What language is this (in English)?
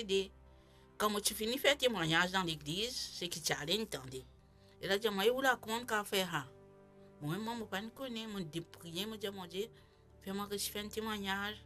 Morisyen